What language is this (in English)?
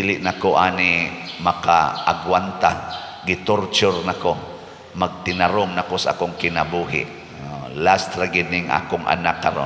Cebuano